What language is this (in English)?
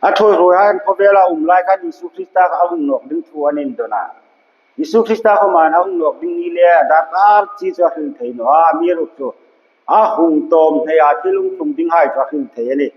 Hmar